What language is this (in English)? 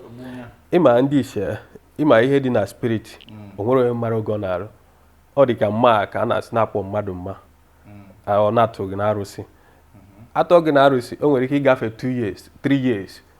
Igbo